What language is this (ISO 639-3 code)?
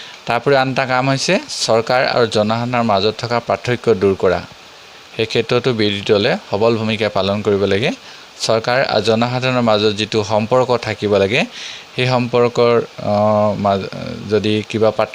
asm